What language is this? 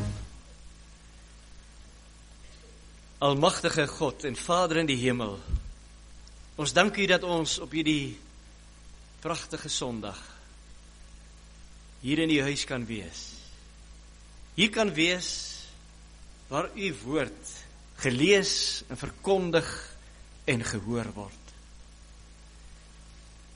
Afrikaans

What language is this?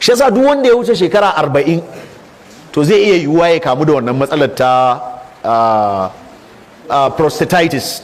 Hausa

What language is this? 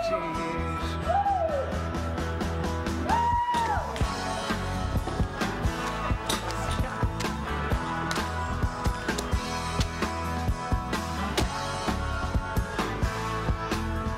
Greek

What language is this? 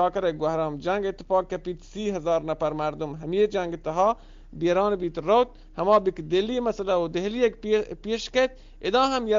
Eastern Balochi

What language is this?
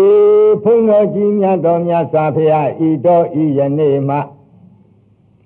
Burmese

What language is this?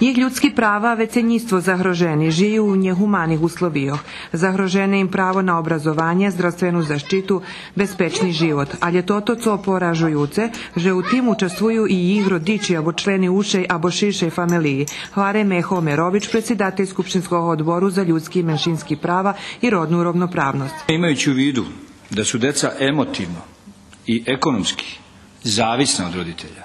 Rusyn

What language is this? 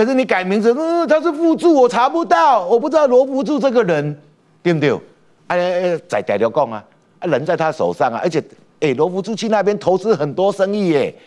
Chinese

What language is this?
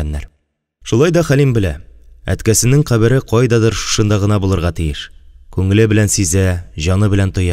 Tatar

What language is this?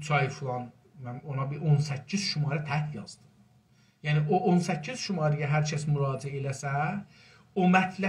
South Azerbaijani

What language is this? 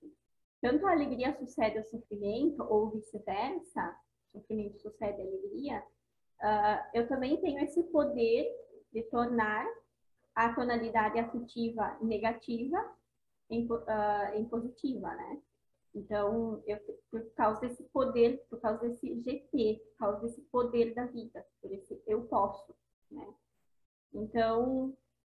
Portuguese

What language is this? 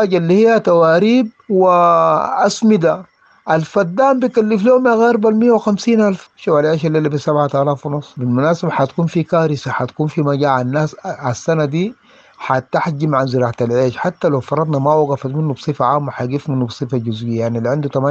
Sudanese Arabic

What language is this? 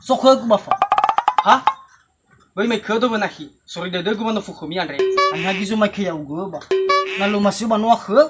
Nias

